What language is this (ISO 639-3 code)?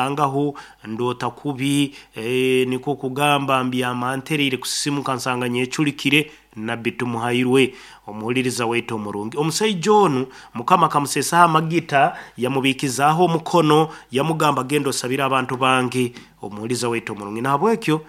nyo